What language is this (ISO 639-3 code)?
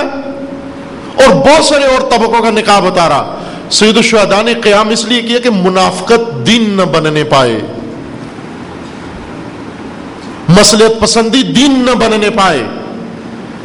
urd